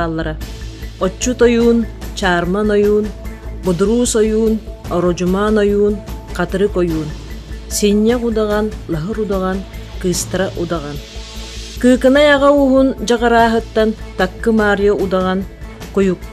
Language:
Yakut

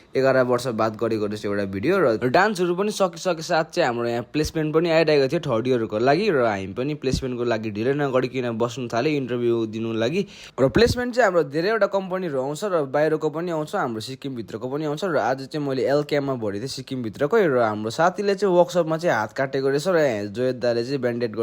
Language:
Nepali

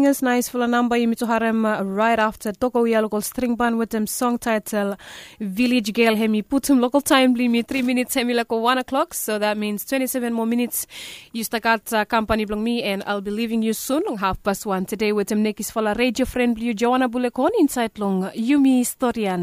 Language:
Bislama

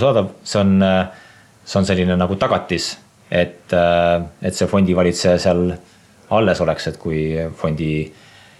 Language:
Estonian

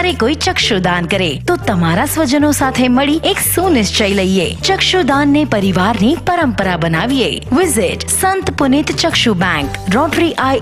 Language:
Gujarati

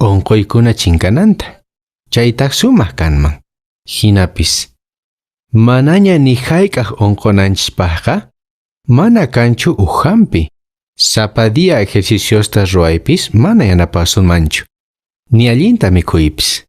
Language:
Quechua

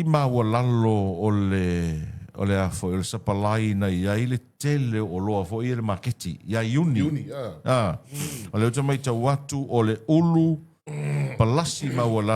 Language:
Samoan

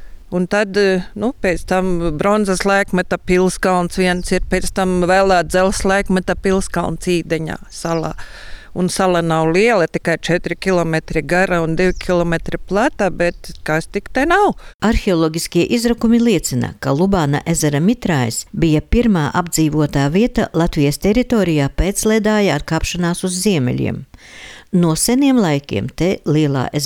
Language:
Latvian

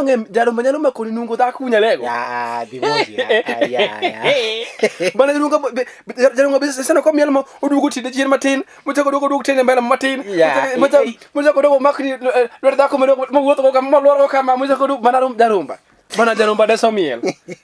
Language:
Luo (Kenya and Tanzania)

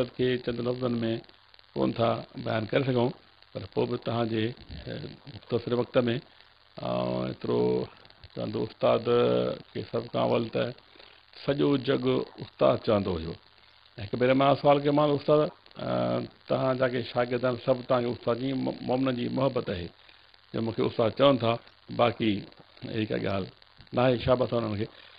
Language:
Sindhi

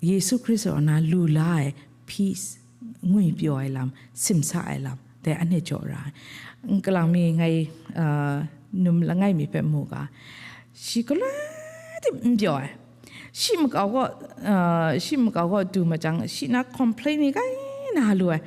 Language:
Kachin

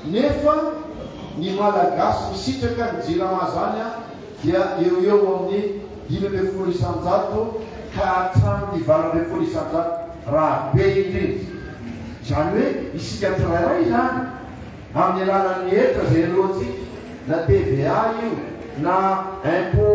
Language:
Malagasy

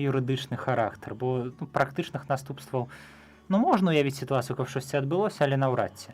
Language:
Belarusian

